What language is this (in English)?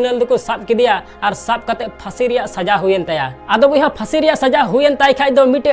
Santali